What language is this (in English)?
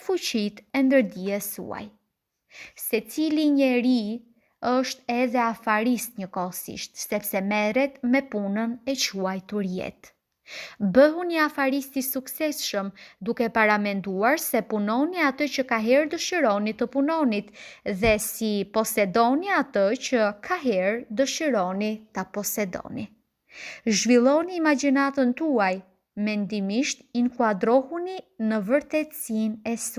Albanian